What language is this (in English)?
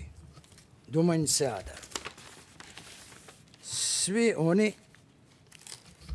Bosnian